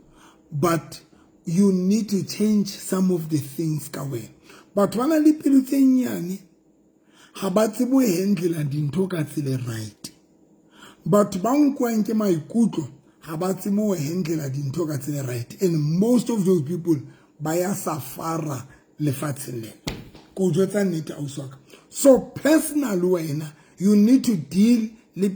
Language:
Southern Sotho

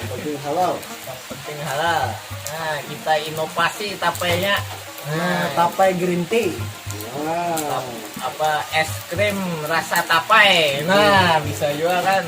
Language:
Banjar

